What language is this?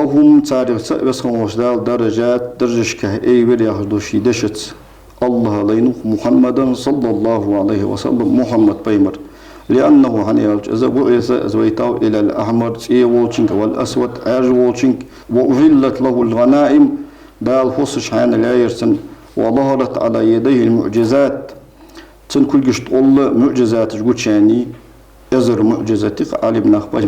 Ingush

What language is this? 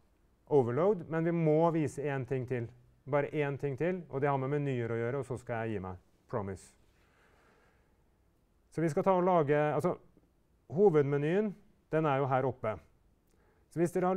Norwegian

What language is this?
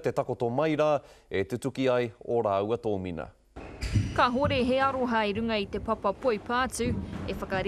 Māori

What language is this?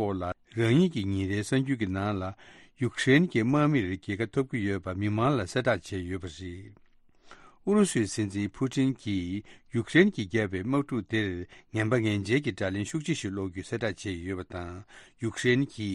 Tibetan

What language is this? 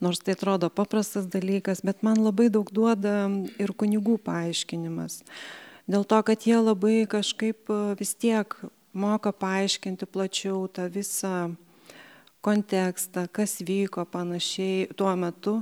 Lithuanian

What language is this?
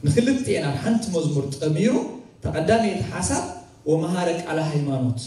Tigrinya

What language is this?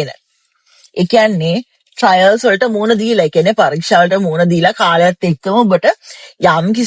Sinhala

